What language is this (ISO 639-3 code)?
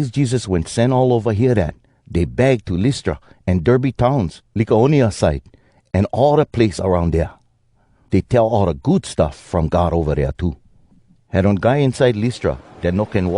hwc